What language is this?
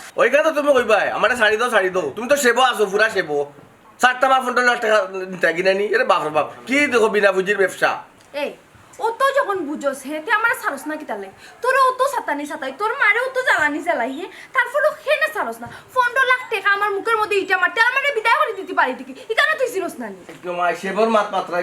Sylheti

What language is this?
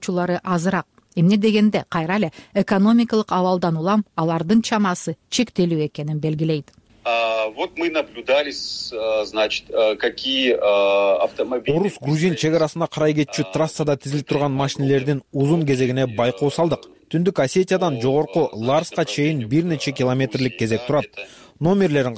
Kyrgyz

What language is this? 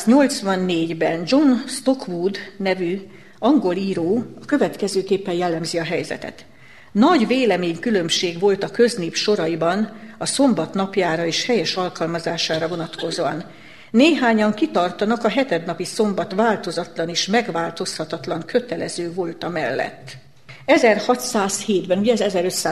Hungarian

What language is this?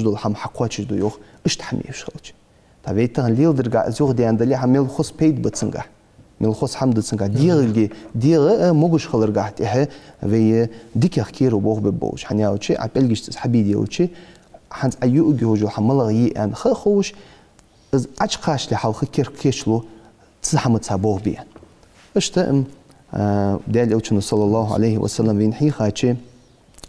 Ingush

